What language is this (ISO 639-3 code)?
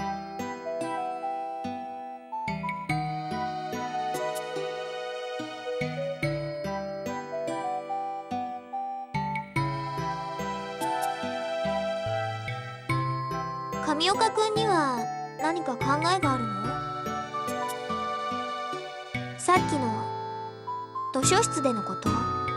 jpn